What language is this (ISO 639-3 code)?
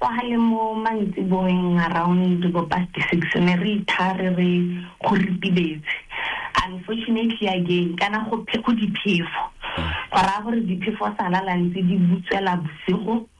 tsn